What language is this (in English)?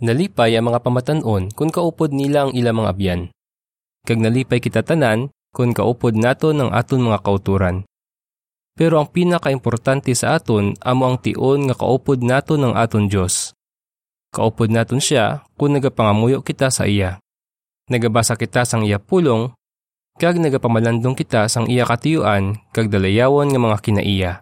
Hiligaynon